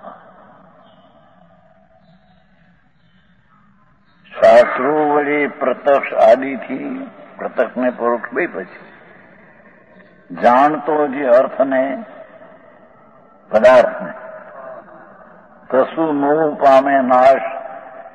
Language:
Gujarati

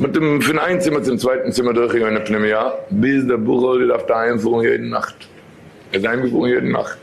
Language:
Yiddish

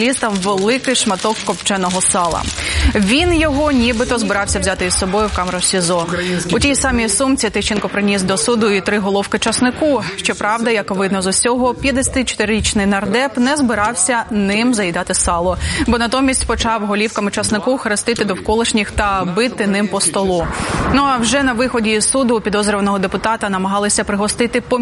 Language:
Ukrainian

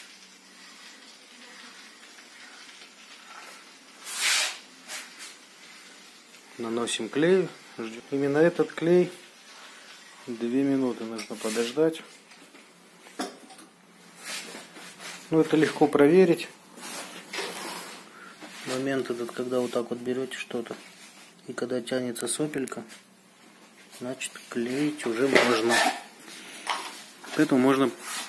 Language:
Russian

